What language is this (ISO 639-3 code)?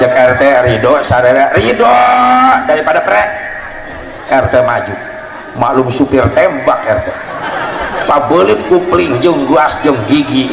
sun